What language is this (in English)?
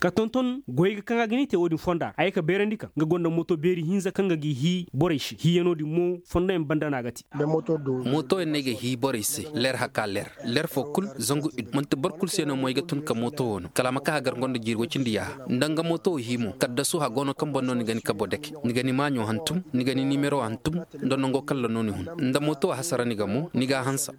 Koyraboro Senni